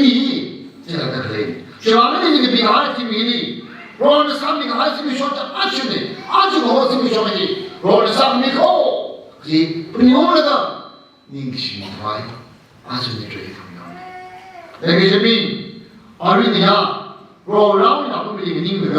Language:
Tangkhul Naga (India)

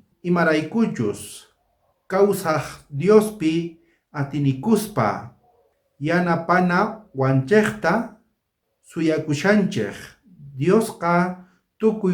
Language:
South Bolivian Quechua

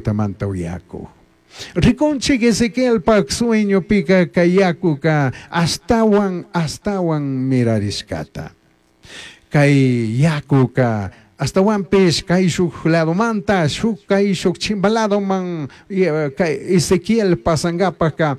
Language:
Chimborazo Highland Quichua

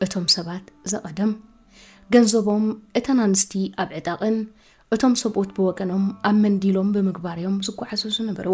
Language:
Tigrinya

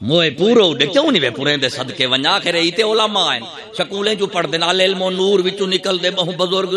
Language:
Saraiki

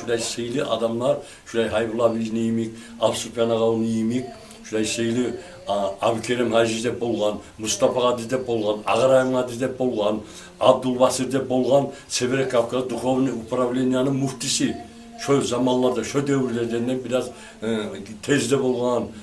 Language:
Kumyk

